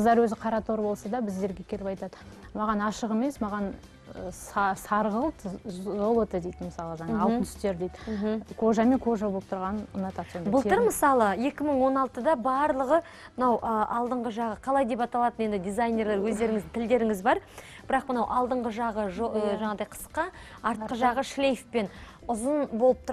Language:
Kazakh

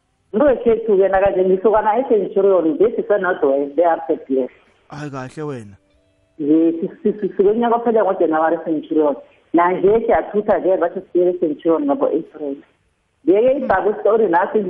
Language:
South Ndebele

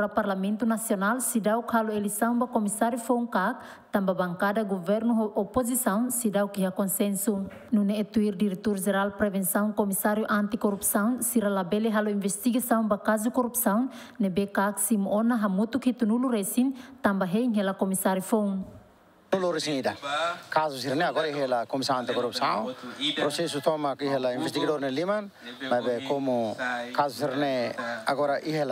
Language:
Tetum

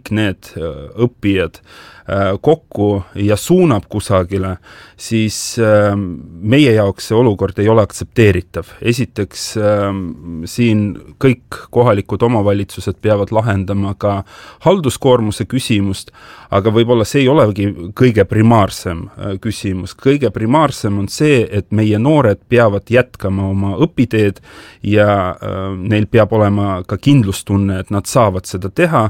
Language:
Estonian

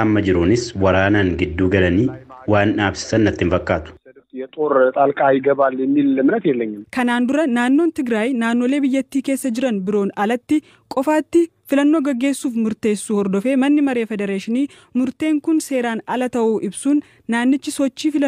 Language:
Oromo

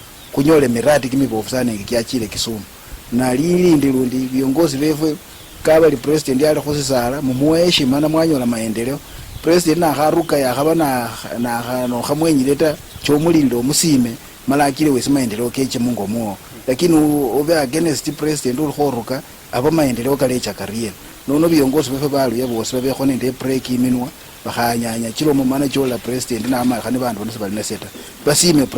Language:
Luyia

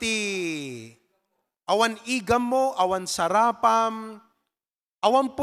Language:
Iloko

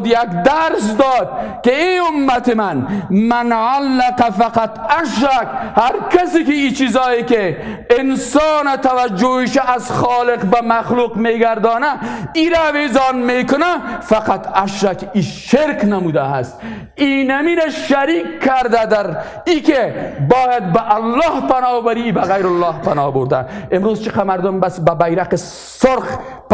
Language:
Persian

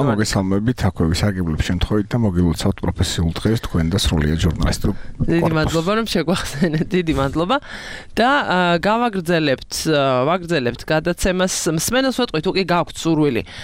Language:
Georgian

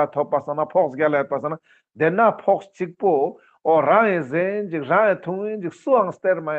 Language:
Ladakhi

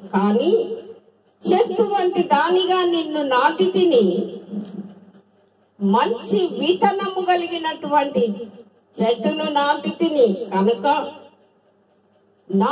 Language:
Telugu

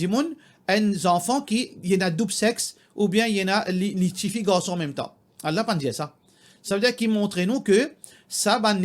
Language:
Morisyen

